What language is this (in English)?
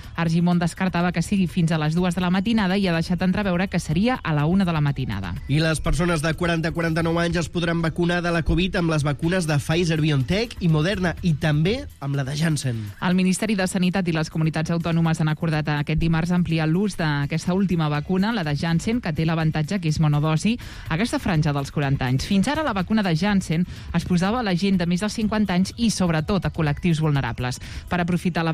Catalan